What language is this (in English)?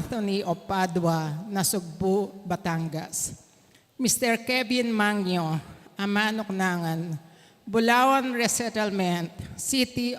Pampanga